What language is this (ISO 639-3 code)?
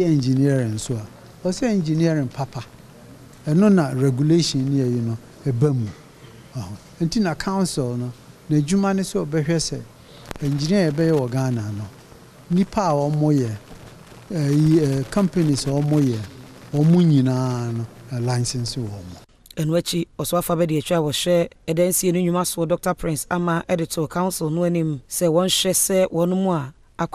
aka